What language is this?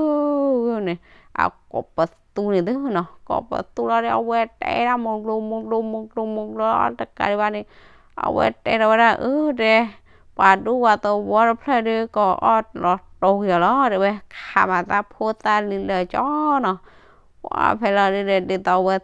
S'gaw Karen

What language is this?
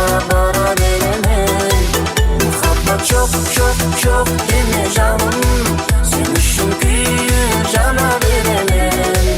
Kara-Kalpak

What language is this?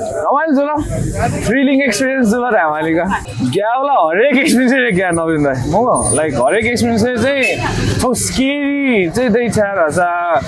Newari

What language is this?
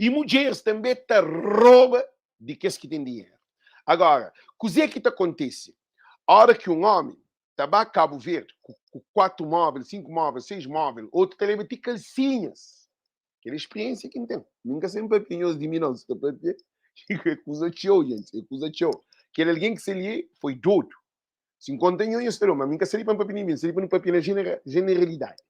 Kabuverdianu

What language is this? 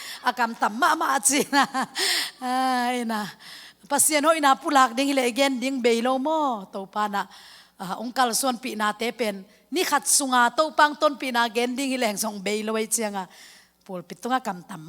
Tedim Chin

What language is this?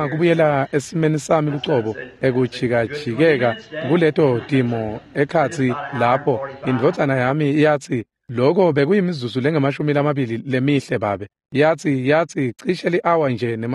Swati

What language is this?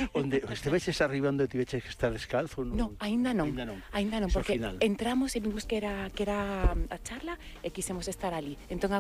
Galician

